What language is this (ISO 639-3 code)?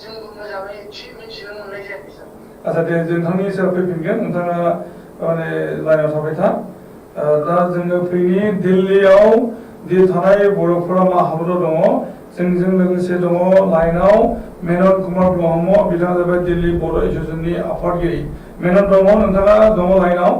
brx